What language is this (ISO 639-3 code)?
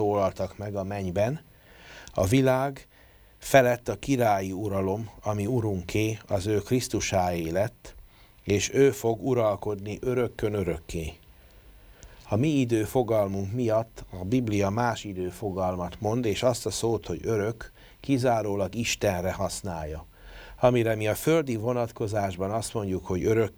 hun